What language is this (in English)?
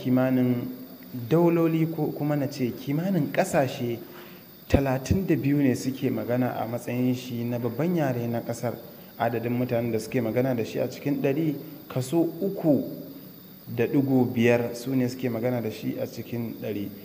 Hausa